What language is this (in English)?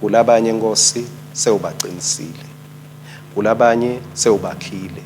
Swati